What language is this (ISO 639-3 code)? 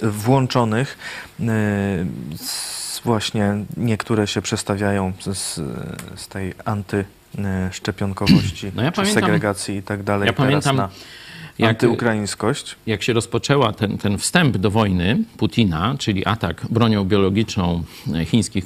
pol